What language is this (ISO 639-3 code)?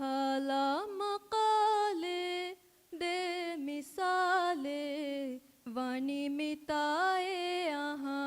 div